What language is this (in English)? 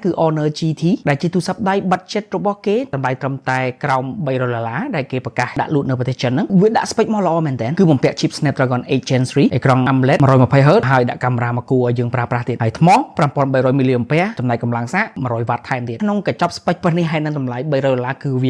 Khmer